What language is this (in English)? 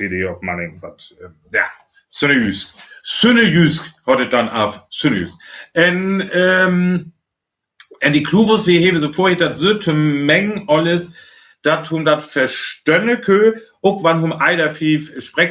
Northern Frisian